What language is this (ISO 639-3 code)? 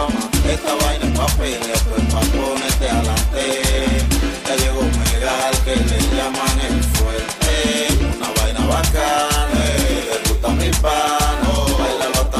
spa